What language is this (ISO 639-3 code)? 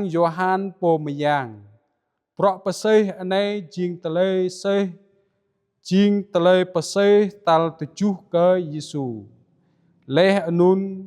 jra